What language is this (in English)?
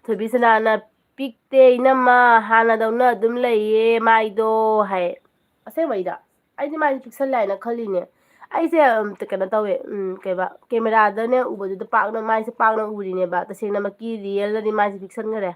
Manipuri